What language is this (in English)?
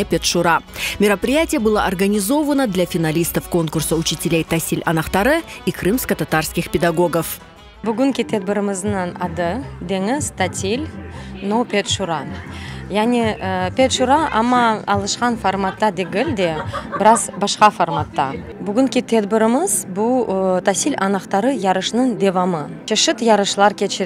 Crimean Tatar